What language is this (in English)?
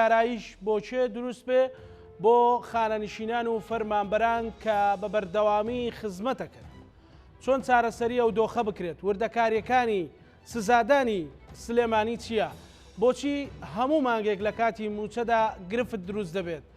Central Kurdish